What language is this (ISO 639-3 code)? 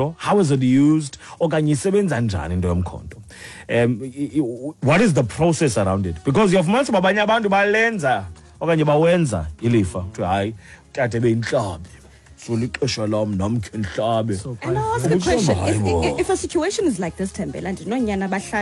xho